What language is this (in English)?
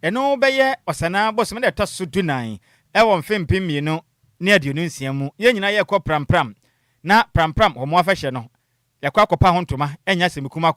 Akan